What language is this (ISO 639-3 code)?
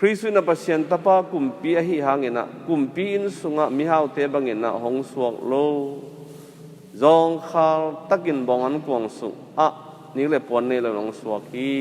ctd